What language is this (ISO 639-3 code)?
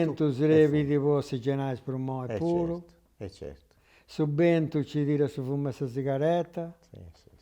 srd